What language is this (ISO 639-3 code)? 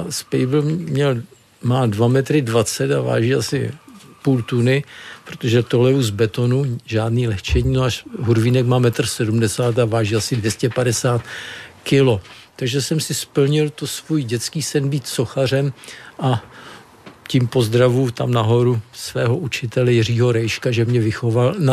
ces